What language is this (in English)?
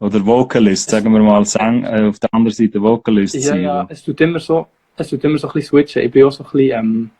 Swiss German